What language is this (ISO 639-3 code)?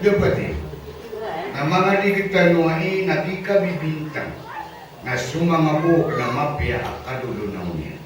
mrw